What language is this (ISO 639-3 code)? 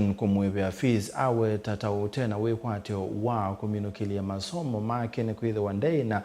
kam